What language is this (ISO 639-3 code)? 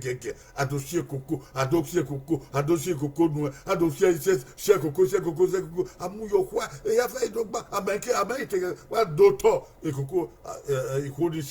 bin